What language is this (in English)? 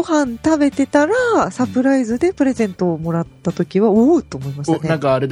Japanese